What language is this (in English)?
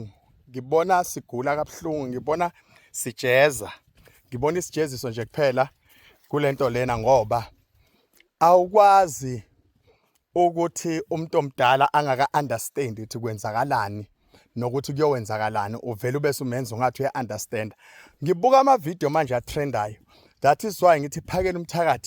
Zulu